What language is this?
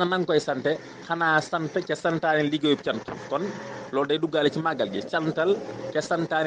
Wolof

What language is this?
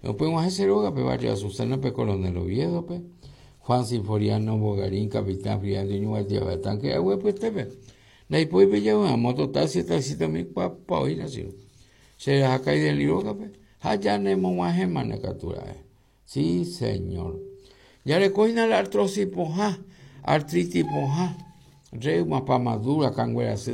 Guarani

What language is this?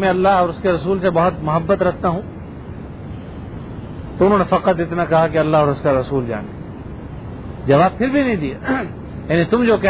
Urdu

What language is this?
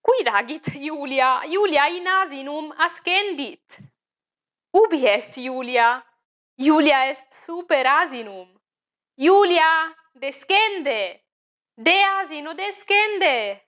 Latin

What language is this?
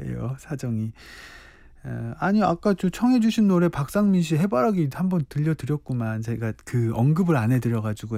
Korean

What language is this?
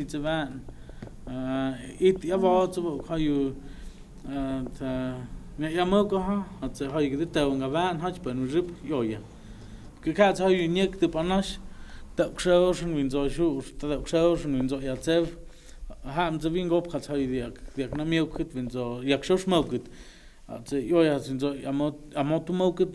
Totontepec Mixe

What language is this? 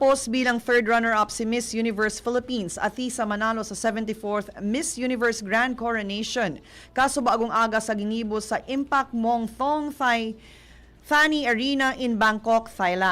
Bikol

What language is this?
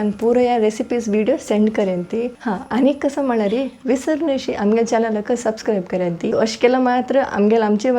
Konkani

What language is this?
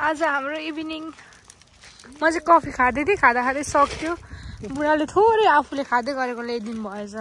Nepali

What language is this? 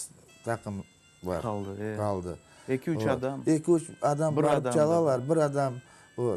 Crimean Tatar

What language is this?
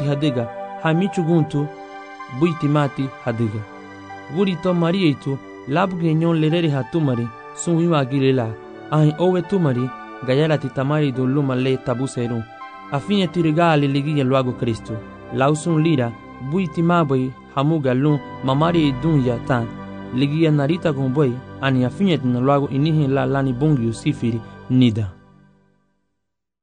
Garifuna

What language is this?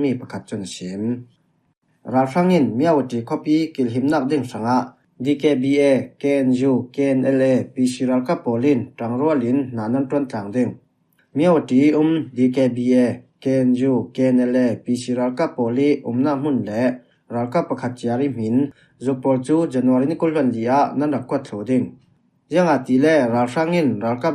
Falam Chin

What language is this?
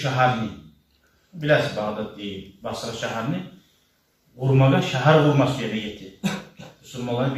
Kumyk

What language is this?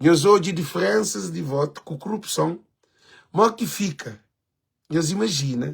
Kabuverdianu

